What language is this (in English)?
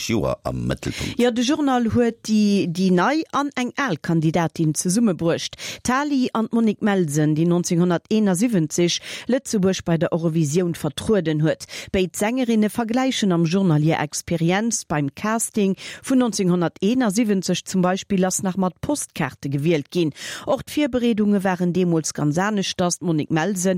Luxembourgish